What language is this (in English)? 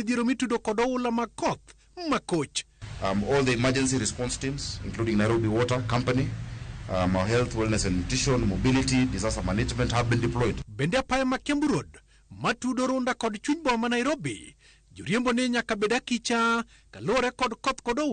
Luo (Kenya and Tanzania)